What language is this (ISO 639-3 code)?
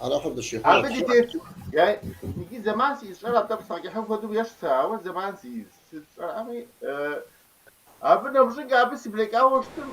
kbd